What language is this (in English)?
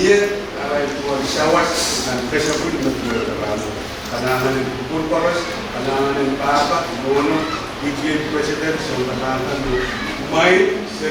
Pohnpeian